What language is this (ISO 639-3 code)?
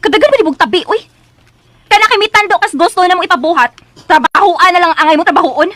ceb